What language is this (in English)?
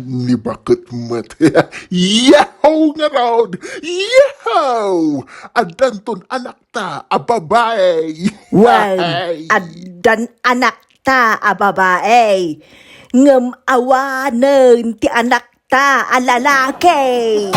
Iloko